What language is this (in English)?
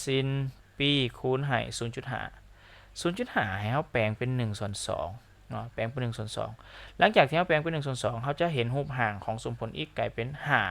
Lao